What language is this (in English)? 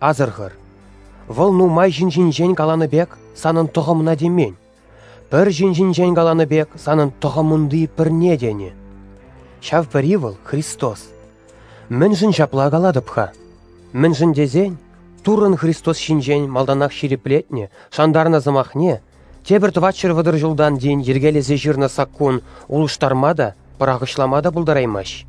Chuvash